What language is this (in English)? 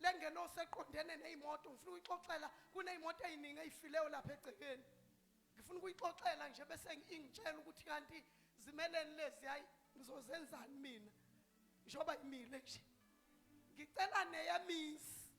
Zulu